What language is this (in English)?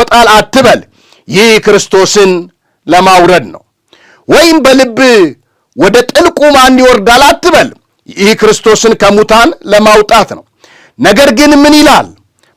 Amharic